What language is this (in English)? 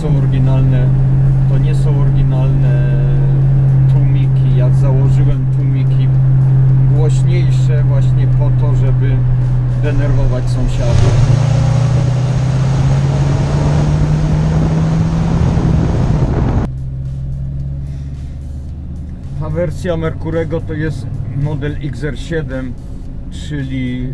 Polish